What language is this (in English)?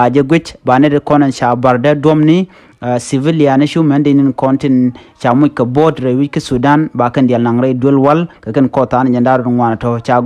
Nuer